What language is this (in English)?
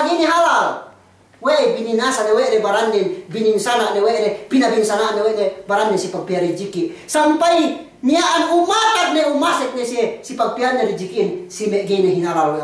Yakan